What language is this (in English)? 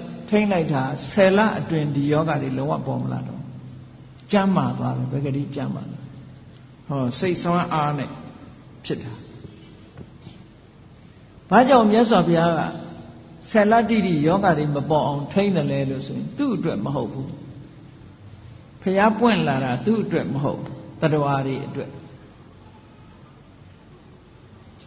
Burmese